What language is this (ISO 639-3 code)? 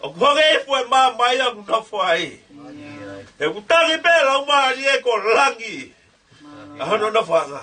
ton